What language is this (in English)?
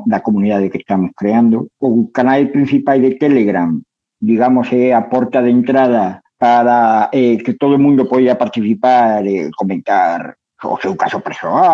Galician